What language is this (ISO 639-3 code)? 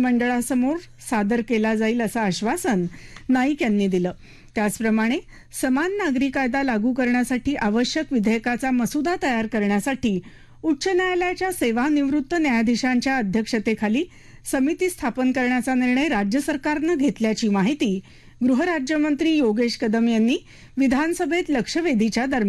mar